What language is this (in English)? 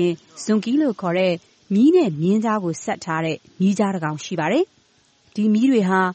Burmese